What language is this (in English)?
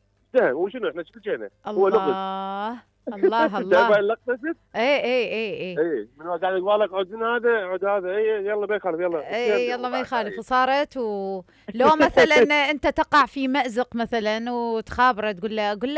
Mesopotamian Arabic